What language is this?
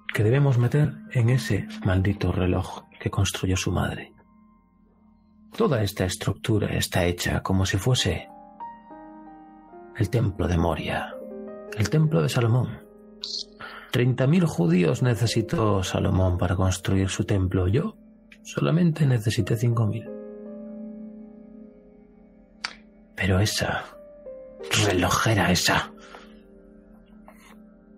Spanish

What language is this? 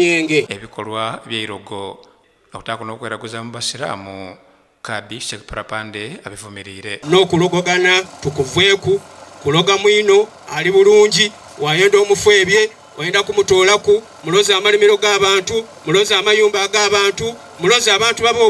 Soga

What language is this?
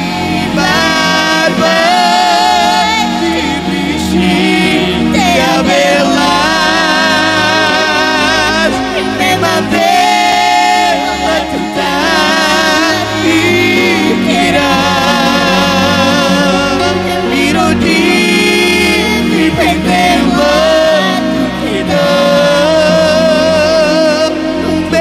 Carpathian Romani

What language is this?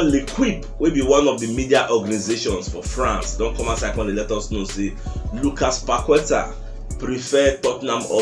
Nigerian Pidgin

